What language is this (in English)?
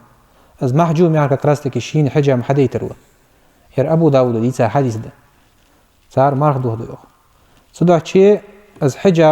Ingush